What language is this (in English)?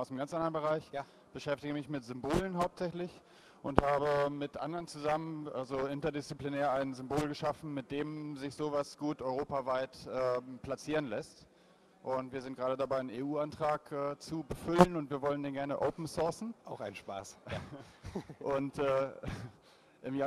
German